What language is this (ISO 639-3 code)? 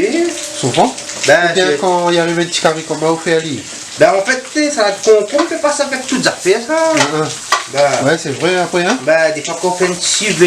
rcf